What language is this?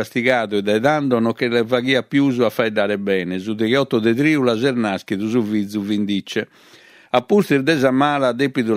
Sardinian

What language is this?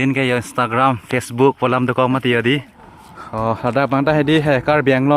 Karbi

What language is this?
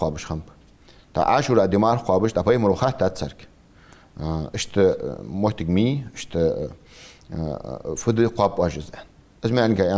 Ingush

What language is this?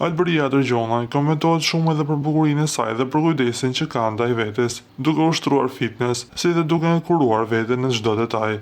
Albanian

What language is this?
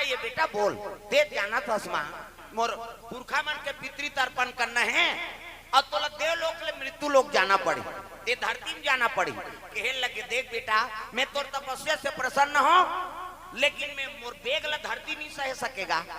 Chhattisgarhi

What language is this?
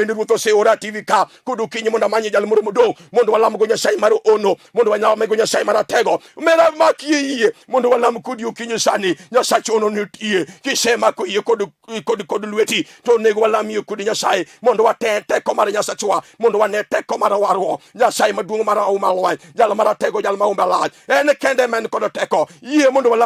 Luo (Kenya and Tanzania)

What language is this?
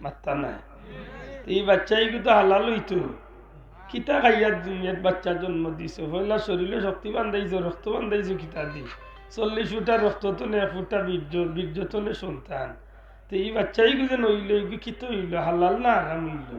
Sylheti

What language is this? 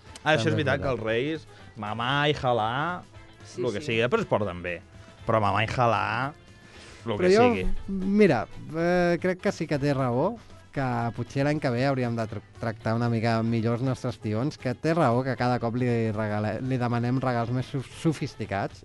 Catalan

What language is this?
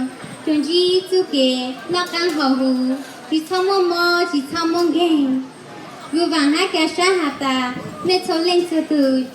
Hmong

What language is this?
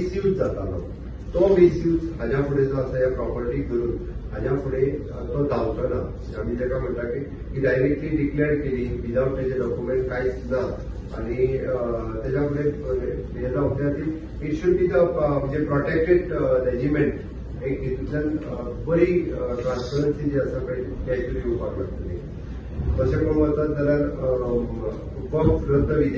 Konkani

